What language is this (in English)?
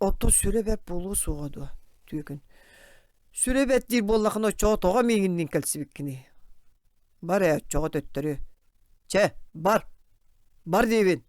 Yakut